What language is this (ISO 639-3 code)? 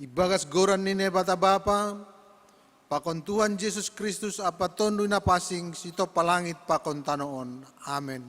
bts